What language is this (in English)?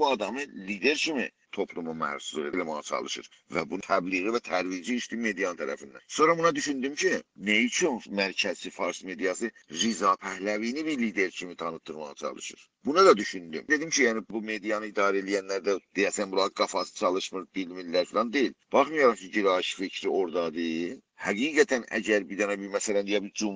South Azerbaijani